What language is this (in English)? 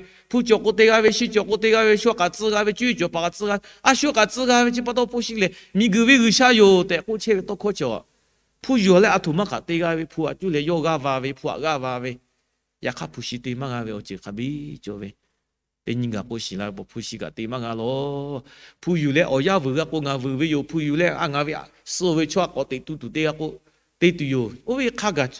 Lahu